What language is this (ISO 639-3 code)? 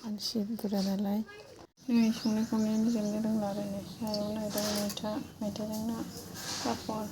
brx